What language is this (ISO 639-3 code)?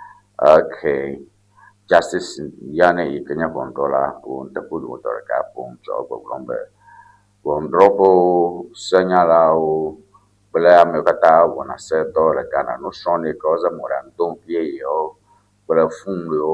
ewe